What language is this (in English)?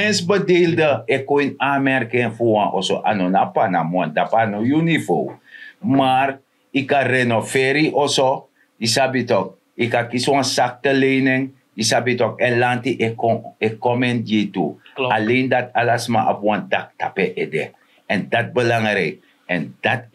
Sranan Tongo